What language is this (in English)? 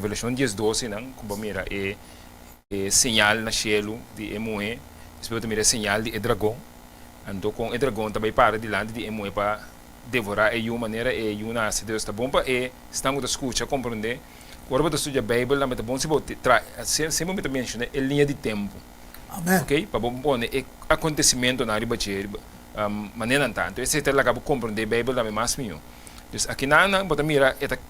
Papiamento